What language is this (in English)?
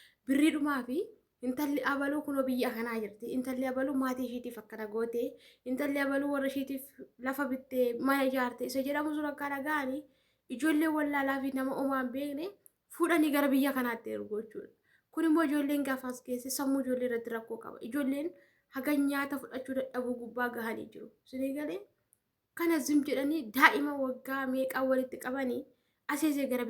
Oromo